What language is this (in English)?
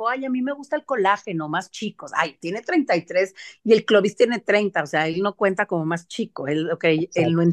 Spanish